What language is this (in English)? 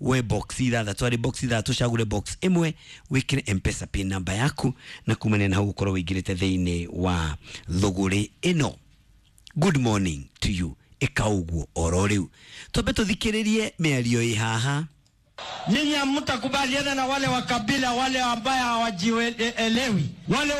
Kikuyu